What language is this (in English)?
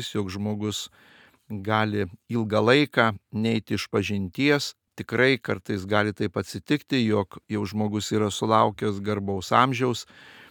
Lithuanian